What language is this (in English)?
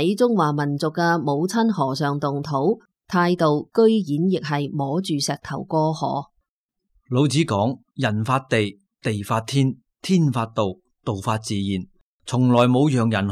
Cantonese